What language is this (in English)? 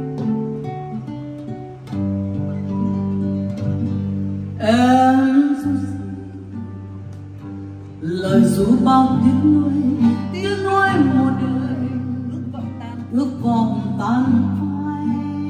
Vietnamese